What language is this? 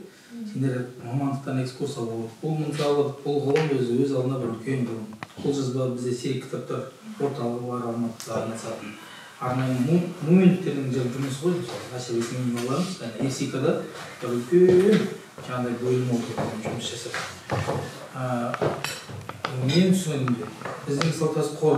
Kazakh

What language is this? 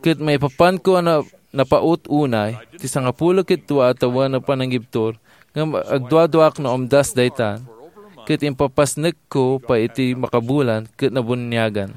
Iloko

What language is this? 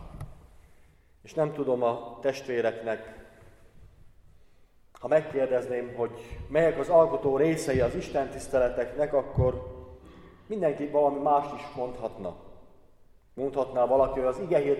Hungarian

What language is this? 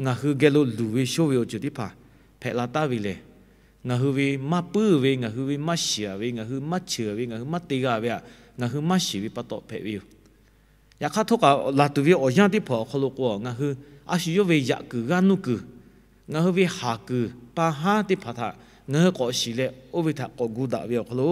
Lahu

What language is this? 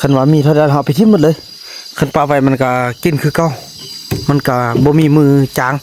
Northeastern Thai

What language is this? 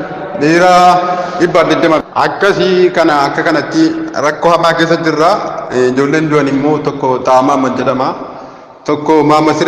Oromo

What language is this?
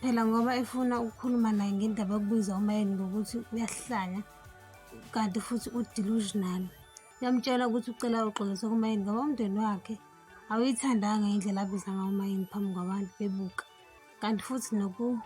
Zulu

